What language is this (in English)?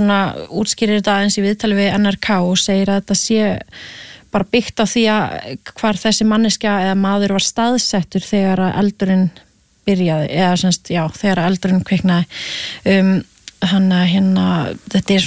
Icelandic